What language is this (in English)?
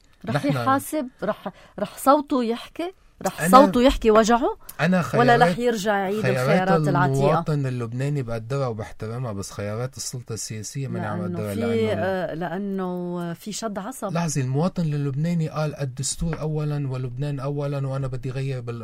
North Levantine Arabic